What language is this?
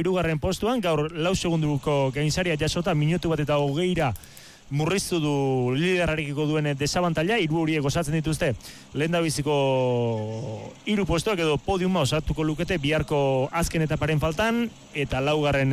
Basque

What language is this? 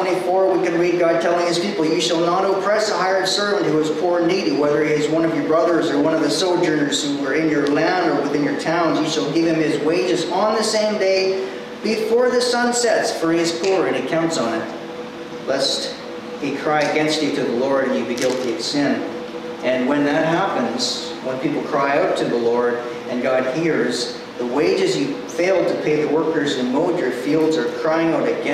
English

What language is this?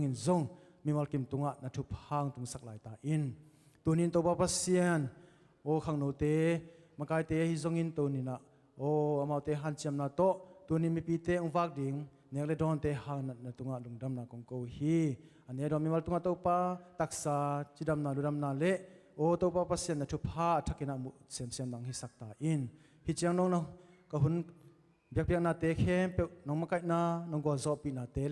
Tedim Chin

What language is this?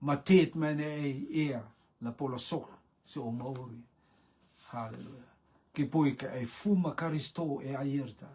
Rotuman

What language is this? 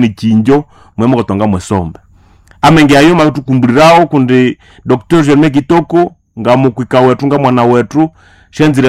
Nande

